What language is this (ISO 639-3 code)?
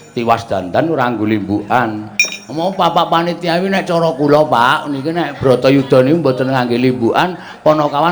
jav